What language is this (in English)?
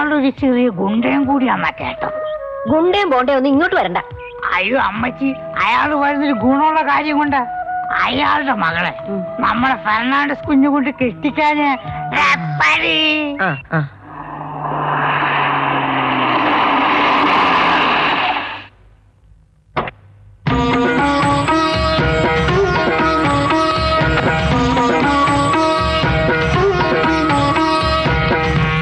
Malayalam